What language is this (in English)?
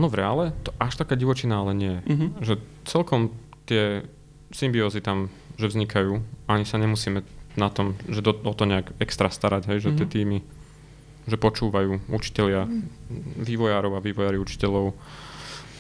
Slovak